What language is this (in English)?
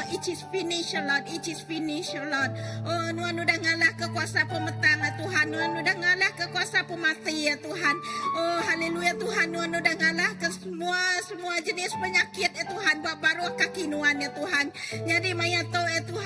Iban